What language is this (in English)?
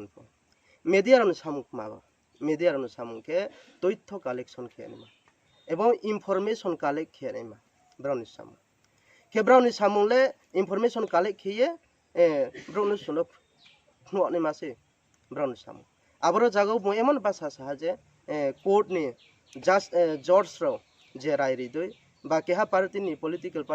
Riang (India)